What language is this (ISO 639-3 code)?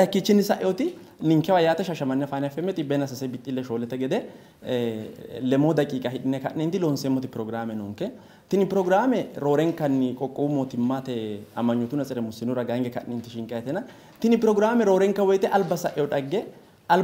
sid